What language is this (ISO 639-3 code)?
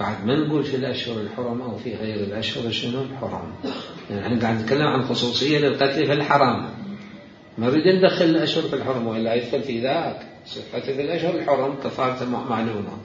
acm